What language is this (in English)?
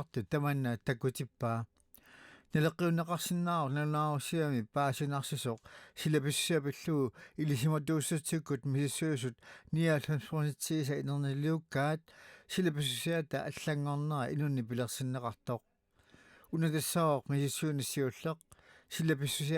Kalaallisut